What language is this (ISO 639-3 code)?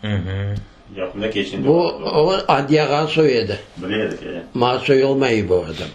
crh